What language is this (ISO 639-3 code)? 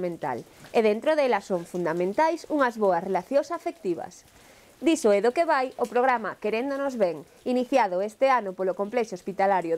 glg